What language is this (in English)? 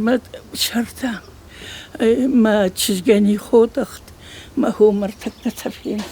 Ossetic